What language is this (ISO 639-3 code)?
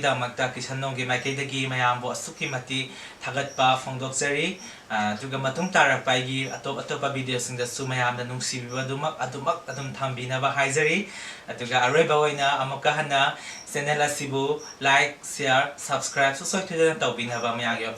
mni